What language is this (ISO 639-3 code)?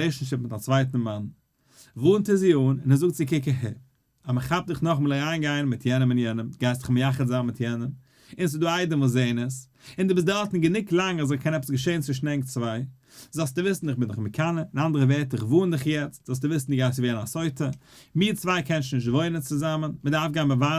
yid